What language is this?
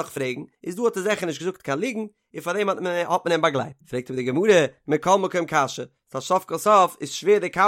Yiddish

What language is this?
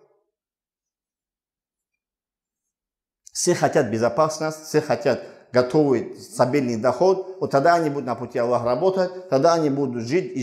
Russian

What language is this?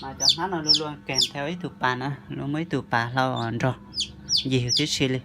Hmong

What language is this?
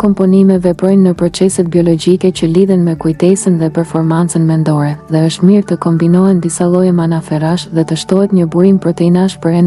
Albanian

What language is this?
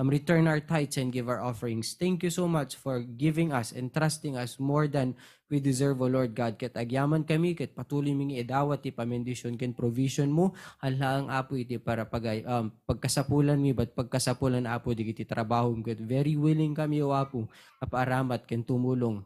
Iloko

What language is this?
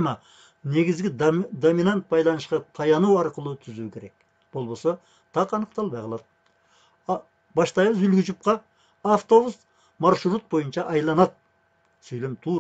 Kyrgyz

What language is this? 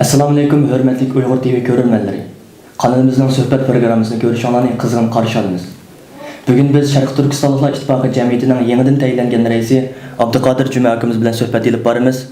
Uyghur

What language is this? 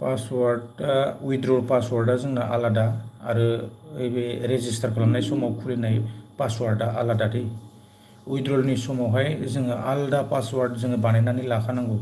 Bodo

